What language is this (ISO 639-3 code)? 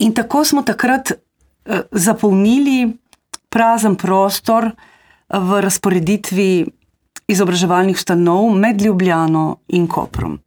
slv